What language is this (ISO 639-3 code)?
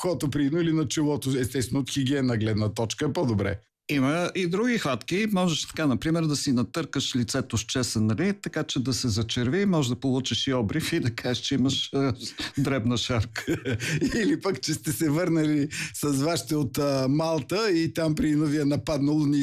bul